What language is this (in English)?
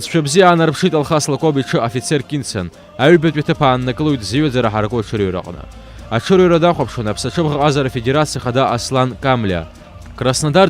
Abkhazian